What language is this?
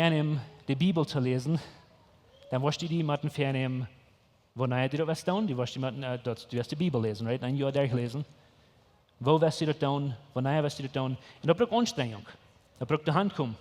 Plautdietsch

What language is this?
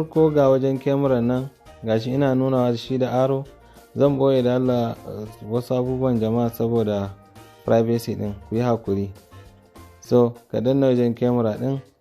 Hausa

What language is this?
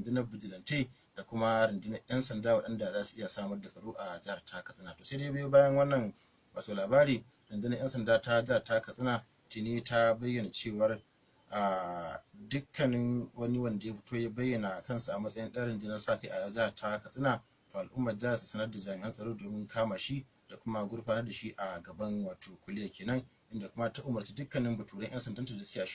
Hausa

